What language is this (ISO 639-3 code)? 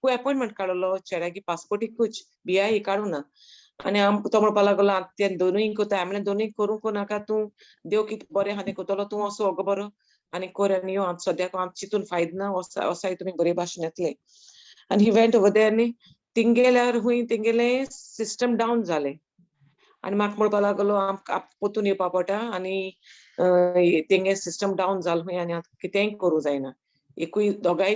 kok